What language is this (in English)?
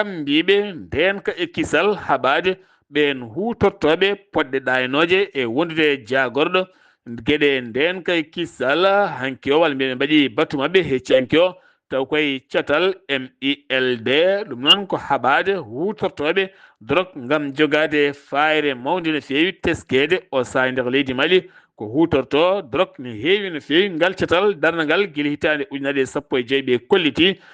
Fula